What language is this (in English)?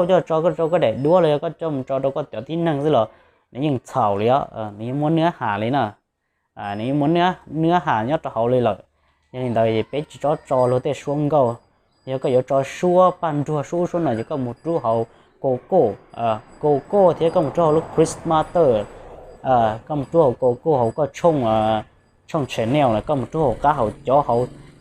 Hmong